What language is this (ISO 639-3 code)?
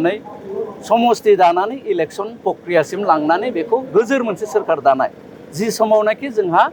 brx